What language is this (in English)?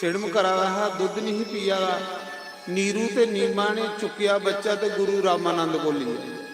Dogri